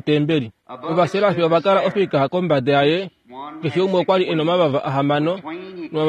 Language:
Kuanyama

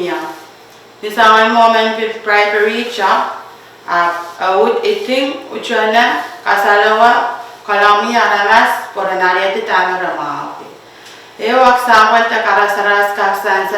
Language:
Pohnpeian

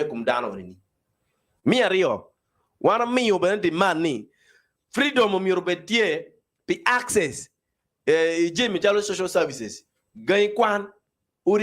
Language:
Acoli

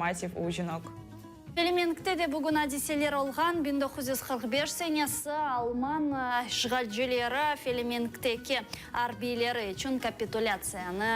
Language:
Crimean Tatar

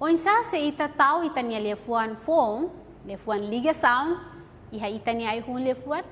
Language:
Tetum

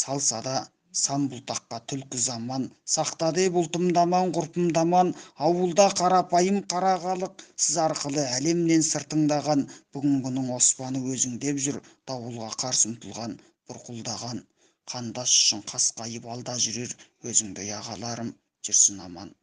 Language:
Kazakh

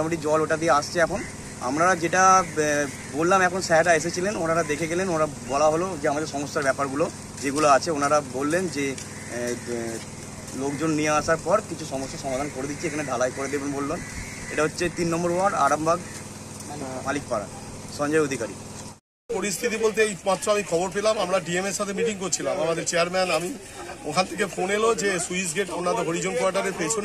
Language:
Bangla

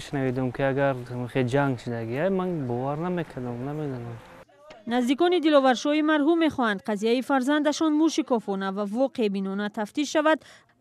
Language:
Tajik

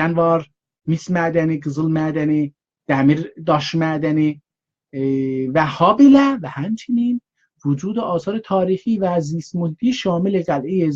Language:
South Azerbaijani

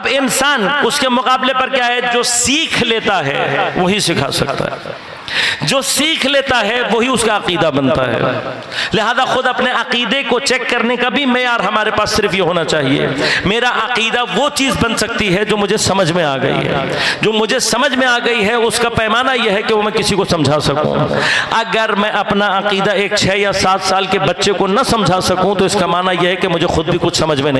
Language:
Urdu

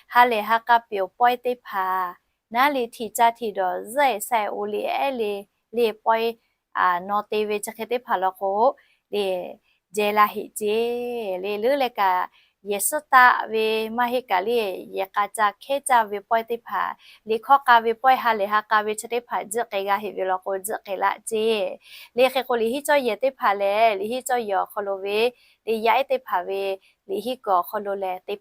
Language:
Lahu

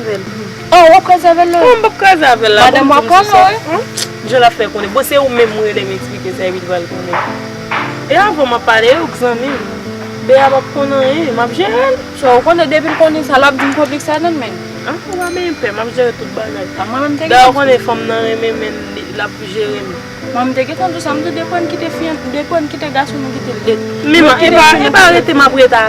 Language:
Haitian Creole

